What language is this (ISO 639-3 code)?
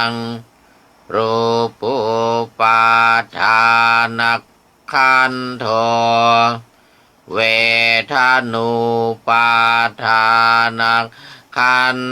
pli